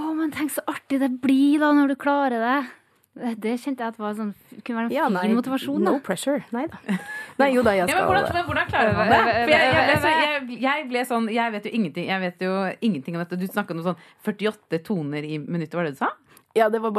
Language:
Norwegian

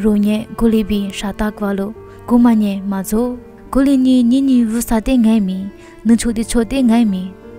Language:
Lisu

